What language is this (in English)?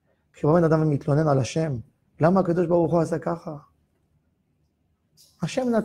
Hebrew